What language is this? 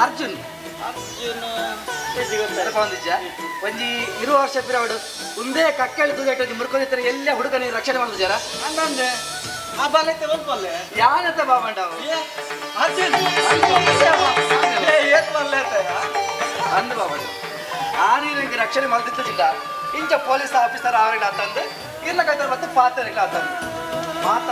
Tulu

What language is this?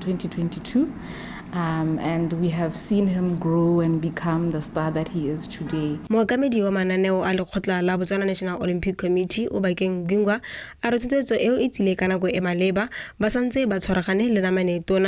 Tswana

